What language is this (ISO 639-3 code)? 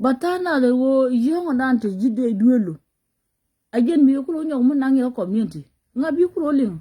nus